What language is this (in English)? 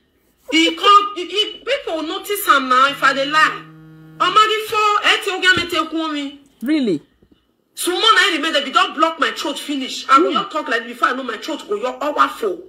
Nigerian Pidgin